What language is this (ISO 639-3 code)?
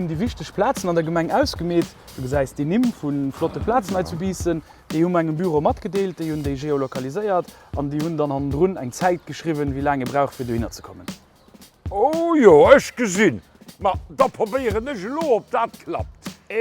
ltz